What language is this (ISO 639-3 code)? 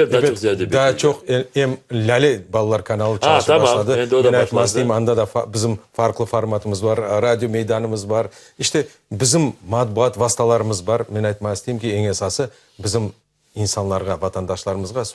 crh